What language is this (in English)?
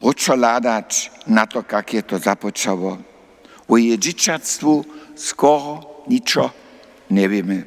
Upper Sorbian